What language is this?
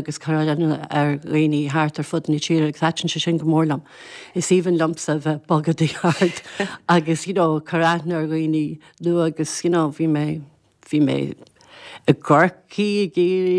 Irish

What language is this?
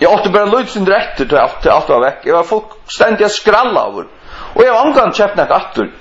Faroese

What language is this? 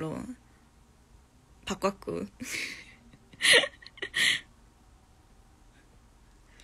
Korean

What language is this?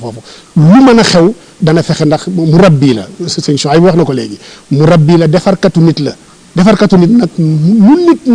Wolof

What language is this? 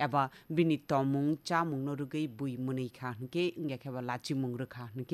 Kok Borok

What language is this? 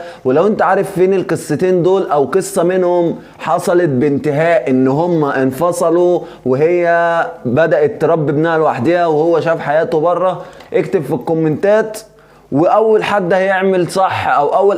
Egyptian Arabic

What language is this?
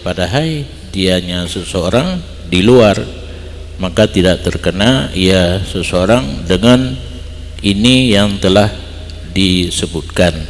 Achinese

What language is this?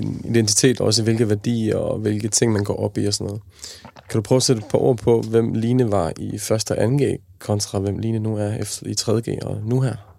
Danish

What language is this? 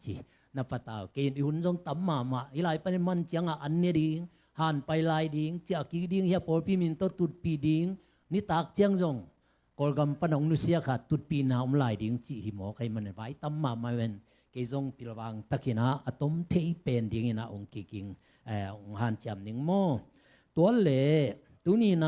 Tedim Chin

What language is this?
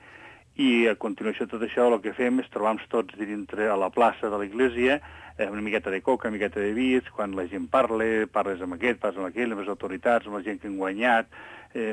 Catalan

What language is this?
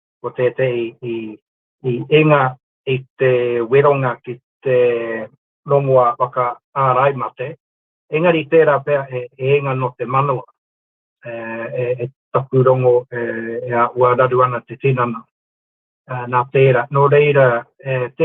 Māori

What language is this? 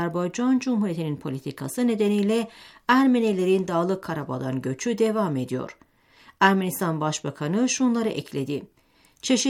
Turkish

